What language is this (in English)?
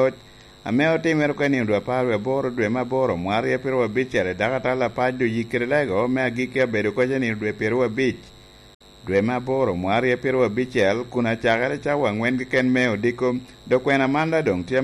Lango (Uganda)